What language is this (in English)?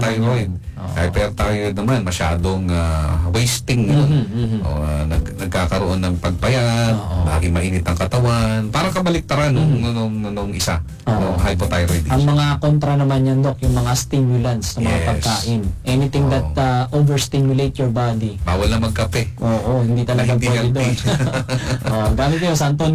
Filipino